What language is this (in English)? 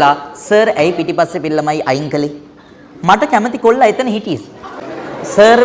Sinhala